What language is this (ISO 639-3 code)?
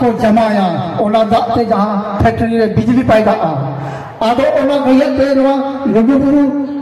sat